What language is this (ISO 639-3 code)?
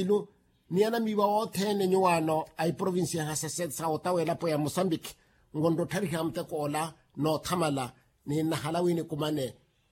vmw